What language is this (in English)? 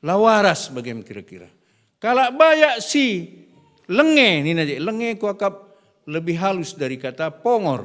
Batak Karo